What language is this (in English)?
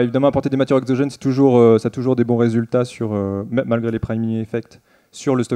French